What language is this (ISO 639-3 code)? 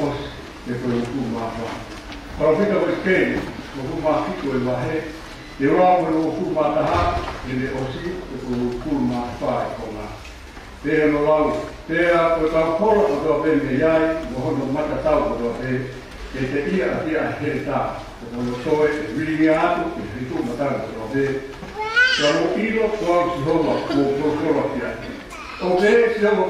ton